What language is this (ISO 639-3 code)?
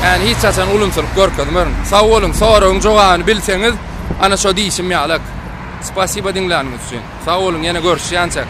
tuk